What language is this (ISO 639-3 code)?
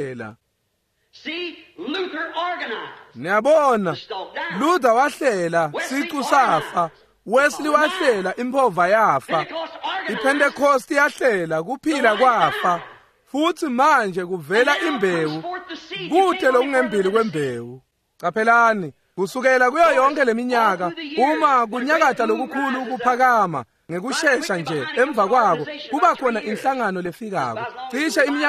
ssw